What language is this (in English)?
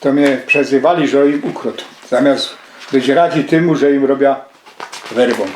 Silesian